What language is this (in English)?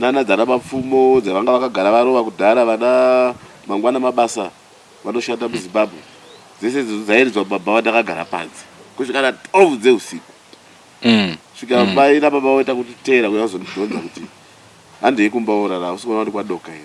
Shona